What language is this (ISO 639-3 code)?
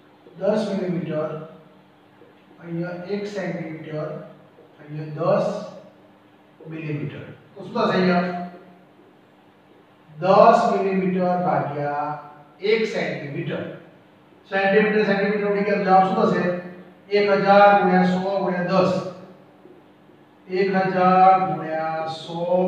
guj